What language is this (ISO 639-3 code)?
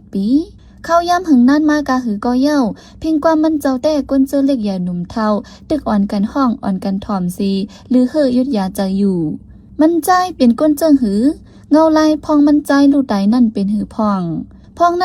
shn